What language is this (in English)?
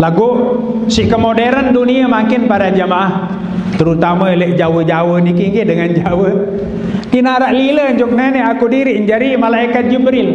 Sasak